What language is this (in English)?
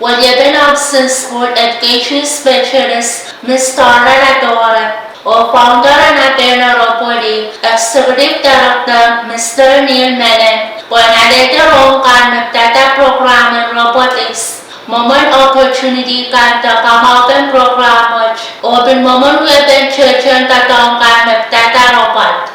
Pohnpeian